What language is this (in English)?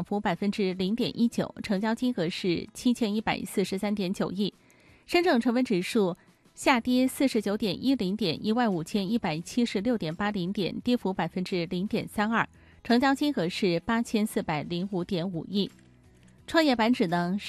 Chinese